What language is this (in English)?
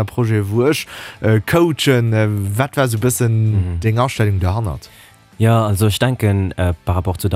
Luxembourgish